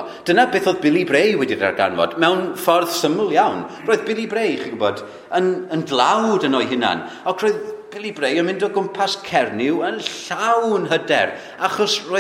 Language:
Welsh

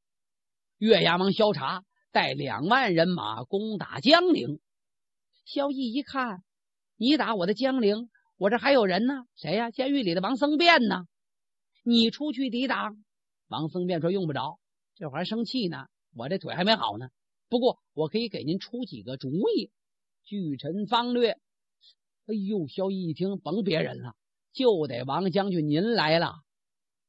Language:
Chinese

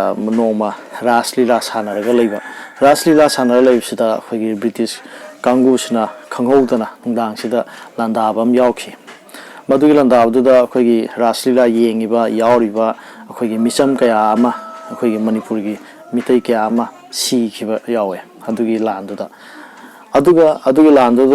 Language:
Manipuri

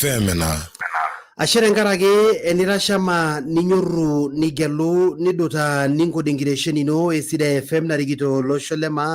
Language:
Masai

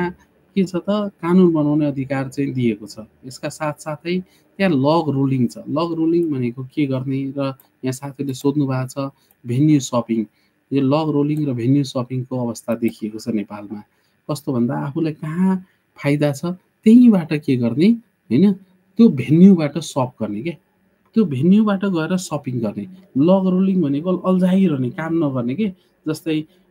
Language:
Nepali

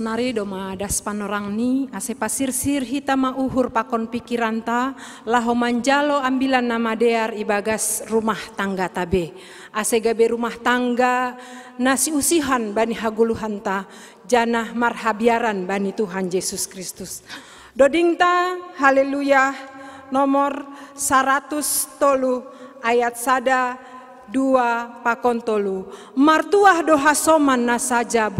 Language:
Batak Simalungun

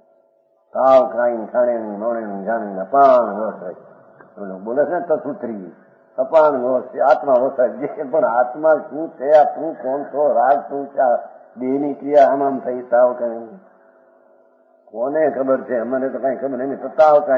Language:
Gujarati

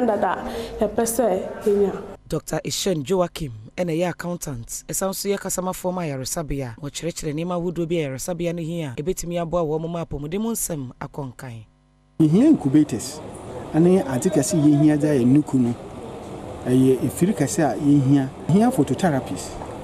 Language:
Akan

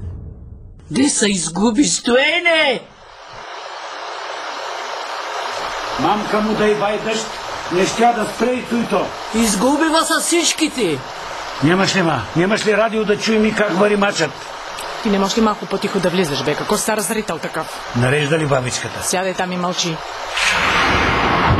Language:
Bulgarian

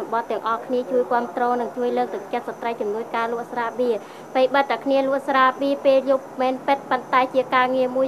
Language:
Khmer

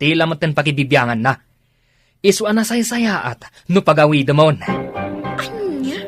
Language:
Iloko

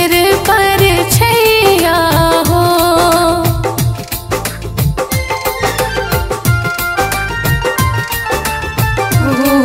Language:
Bhojpuri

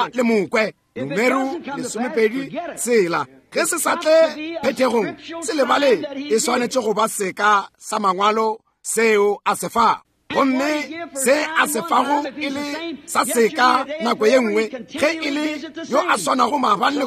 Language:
Northern Sotho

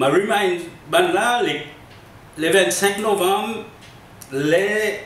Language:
Seselwa Creole French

